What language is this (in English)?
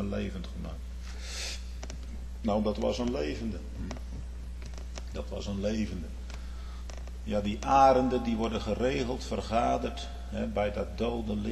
Dutch